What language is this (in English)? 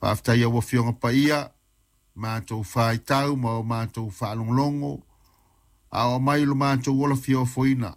Samoan